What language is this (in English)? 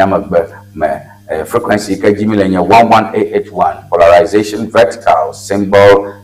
Ewe